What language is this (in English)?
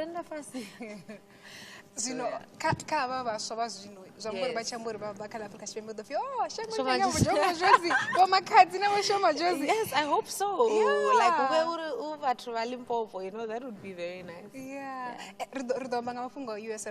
Venda